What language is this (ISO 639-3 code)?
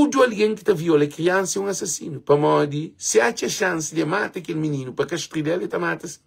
kea